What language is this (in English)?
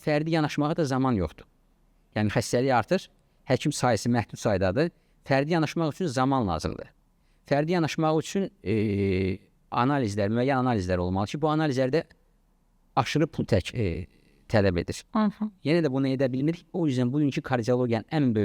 Azerbaijani